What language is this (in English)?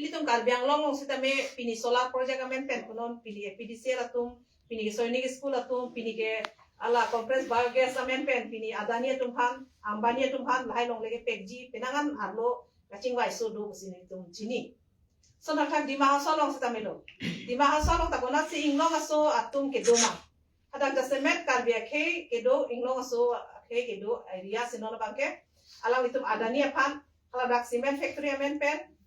Karbi